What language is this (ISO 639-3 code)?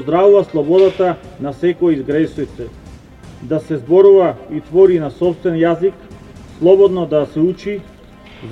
mkd